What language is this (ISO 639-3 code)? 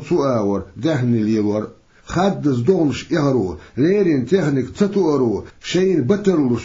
che